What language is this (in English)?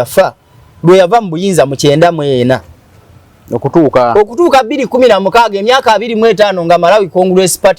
Ganda